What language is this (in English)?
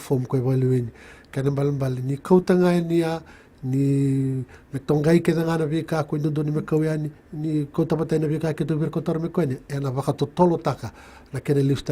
Fijian